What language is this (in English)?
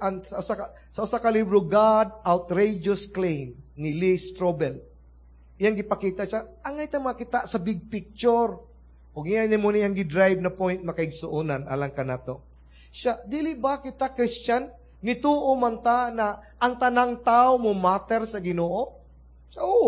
Cebuano